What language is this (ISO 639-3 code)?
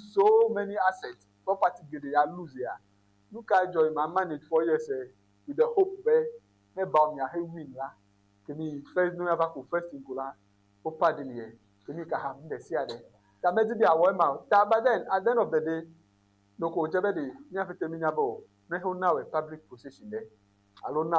ewe